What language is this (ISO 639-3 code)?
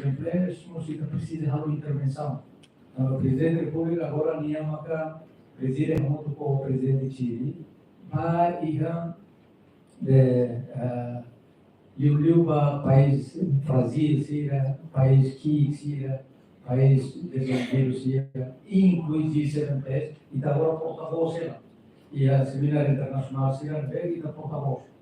tet